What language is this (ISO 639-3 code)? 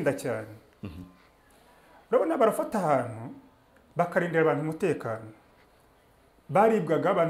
kin